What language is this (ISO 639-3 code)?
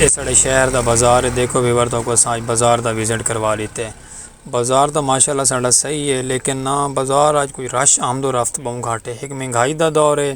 skr